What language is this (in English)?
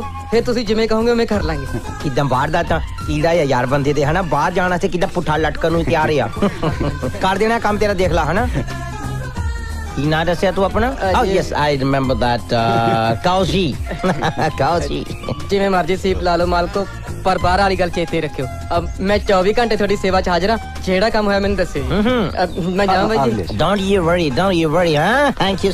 Punjabi